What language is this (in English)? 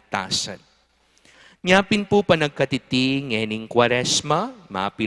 Pampanga